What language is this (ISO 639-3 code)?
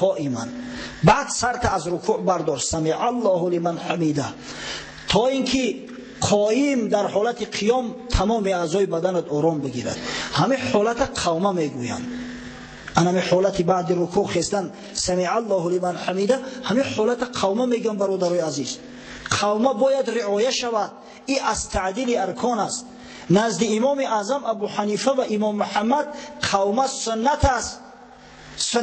tgk